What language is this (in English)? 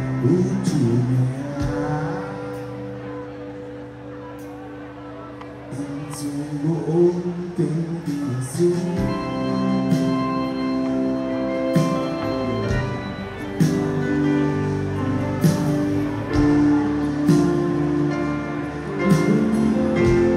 Basque